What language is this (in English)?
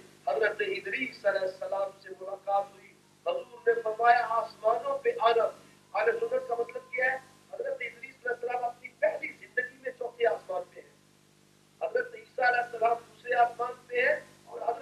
Urdu